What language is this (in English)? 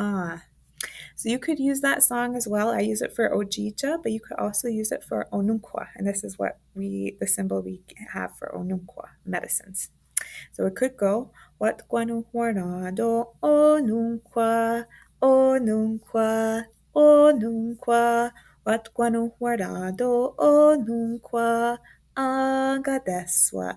Mohawk